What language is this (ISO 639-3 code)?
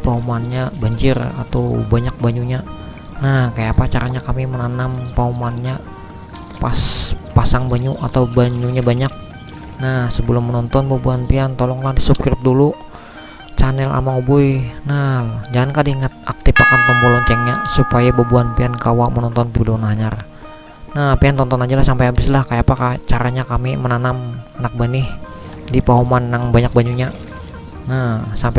bjn